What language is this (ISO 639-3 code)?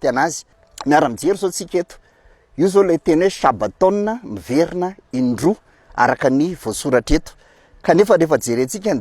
mlg